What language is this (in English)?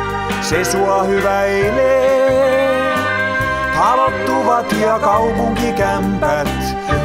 Finnish